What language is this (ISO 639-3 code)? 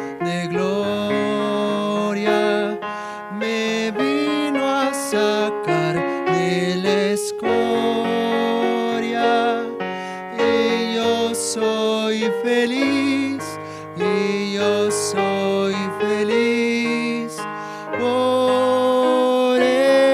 aym